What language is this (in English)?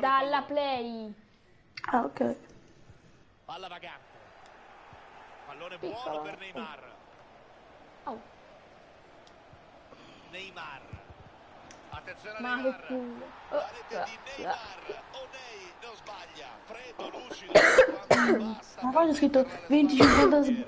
Italian